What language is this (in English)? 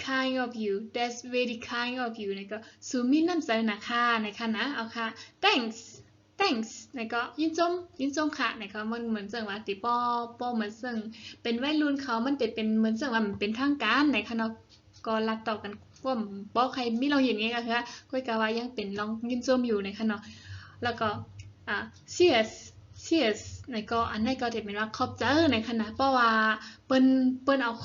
Shan